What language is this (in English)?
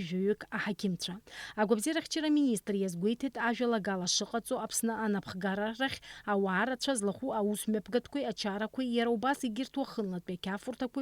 Abkhazian